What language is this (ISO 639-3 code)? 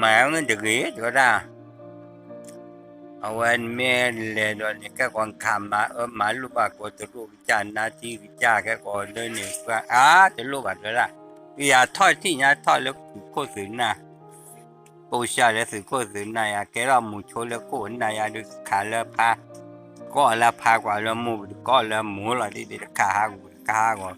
ksw